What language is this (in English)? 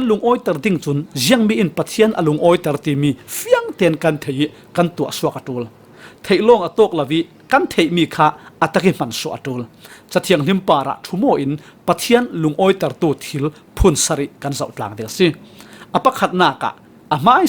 Falam Chin